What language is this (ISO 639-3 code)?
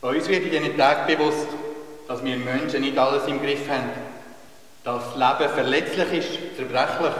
gsw